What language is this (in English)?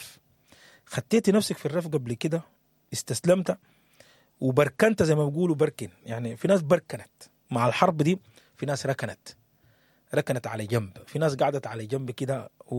Sudanese Arabic